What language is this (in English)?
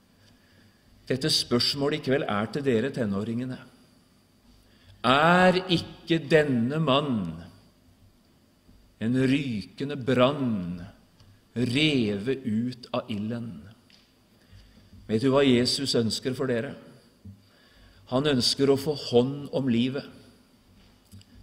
Norwegian